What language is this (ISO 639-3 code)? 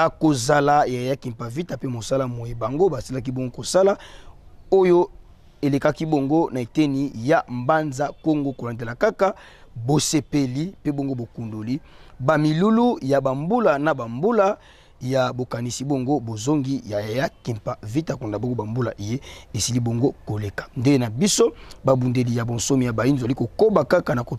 lin